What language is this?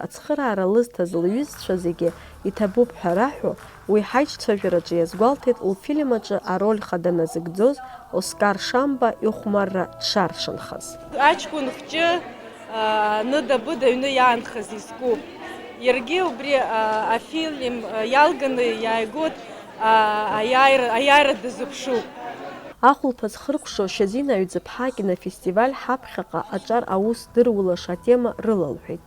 Abkhazian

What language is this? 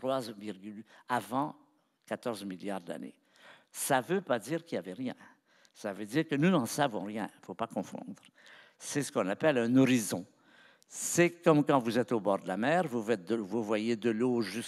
French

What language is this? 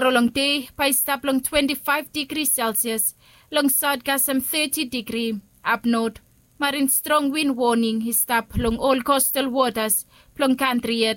Bislama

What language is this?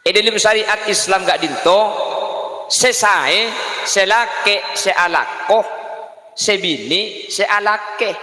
Madurese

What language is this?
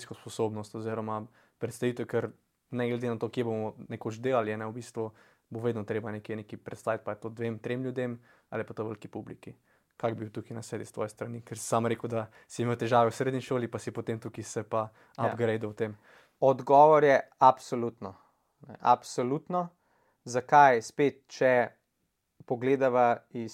Slovenian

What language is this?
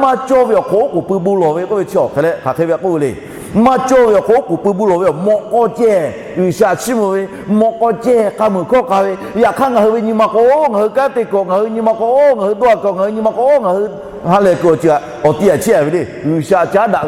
Lahu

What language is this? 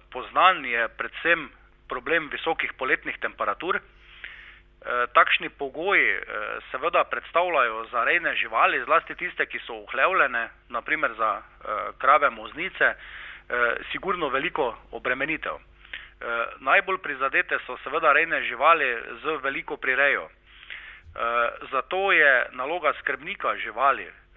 Slovenian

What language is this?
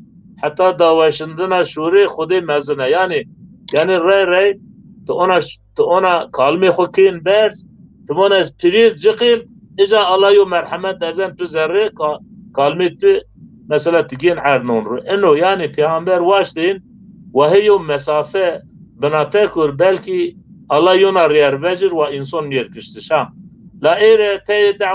Zaza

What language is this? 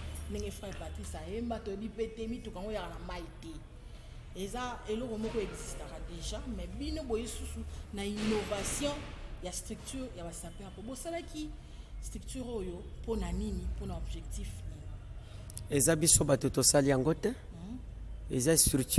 Lingala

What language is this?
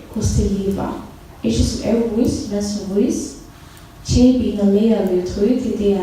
Faroese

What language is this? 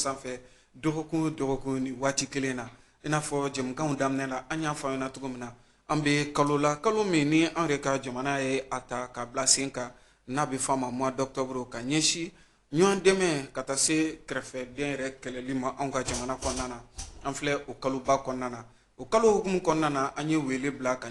Bambara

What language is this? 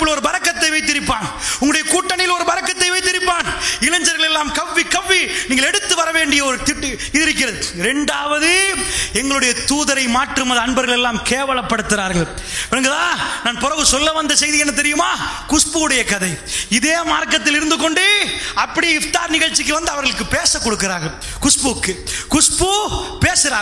Tamil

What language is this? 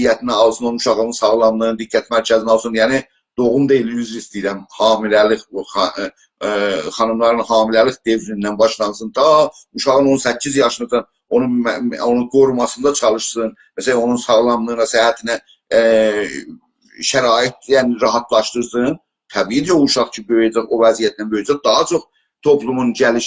South Azerbaijani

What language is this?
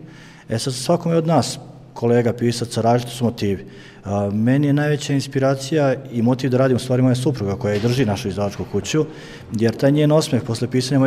Serbian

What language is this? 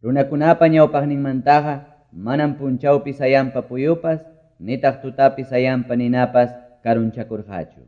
Quechua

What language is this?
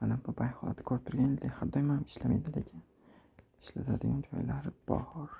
Uzbek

